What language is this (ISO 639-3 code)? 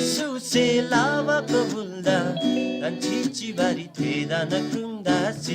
taj